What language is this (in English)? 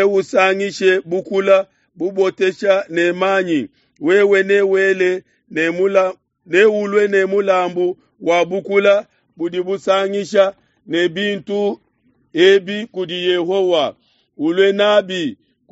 Luba-Lulua